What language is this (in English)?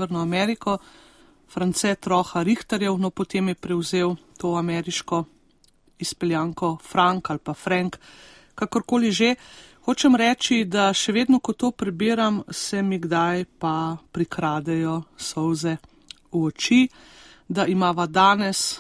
Slovenian